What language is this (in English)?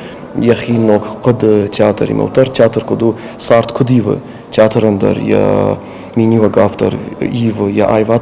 Ossetic